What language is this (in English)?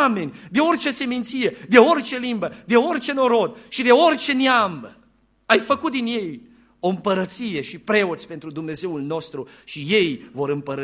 Romanian